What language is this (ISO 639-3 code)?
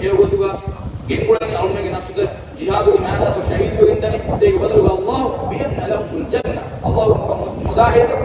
div